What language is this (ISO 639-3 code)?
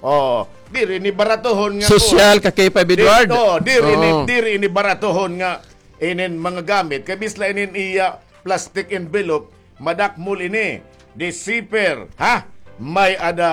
war